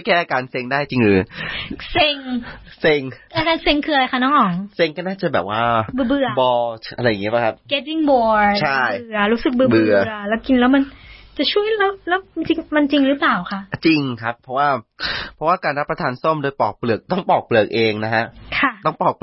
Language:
Thai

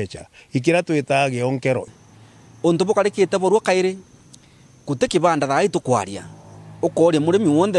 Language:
Meru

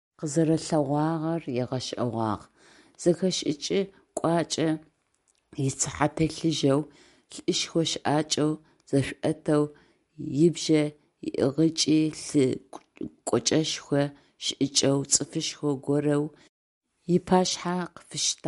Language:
Adyghe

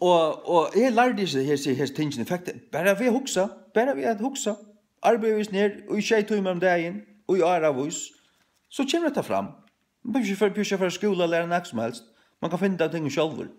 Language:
Faroese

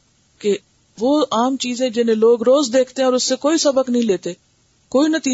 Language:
Urdu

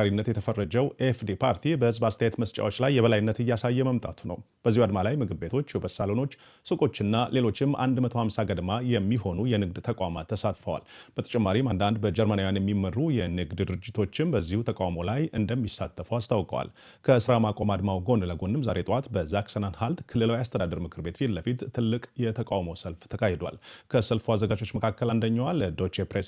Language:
Amharic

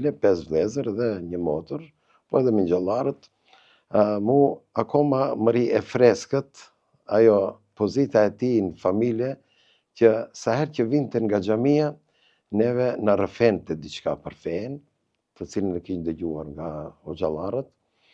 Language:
Albanian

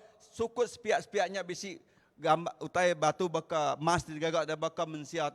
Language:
Iban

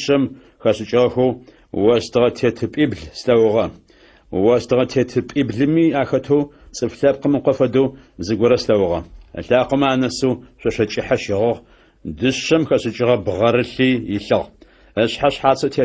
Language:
Adyghe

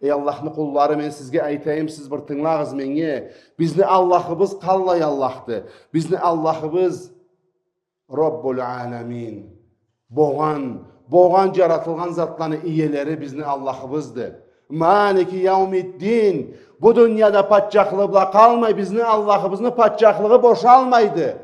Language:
Karachay-Balkar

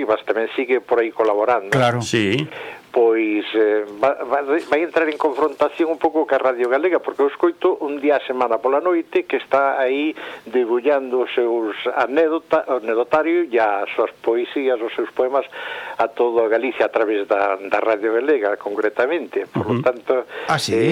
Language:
Galician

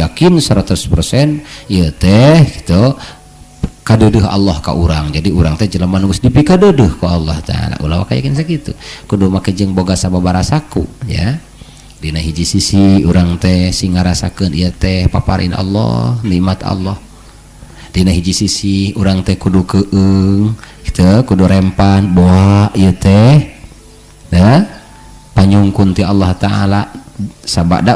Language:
Sundanese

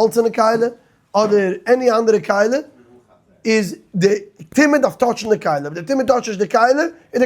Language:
Yiddish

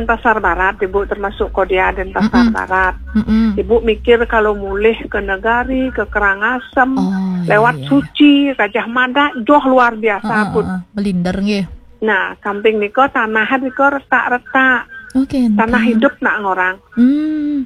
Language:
Balinese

